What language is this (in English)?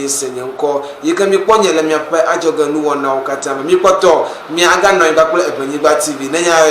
Ewe